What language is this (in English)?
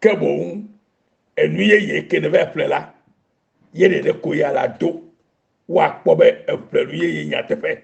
Ewe